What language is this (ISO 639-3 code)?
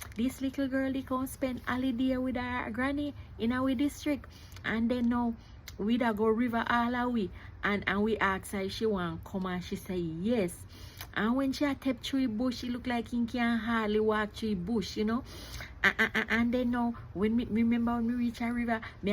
jam